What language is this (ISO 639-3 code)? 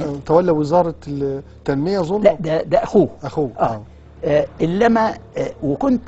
arz